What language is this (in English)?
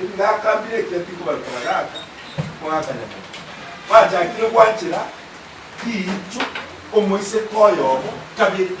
Gusii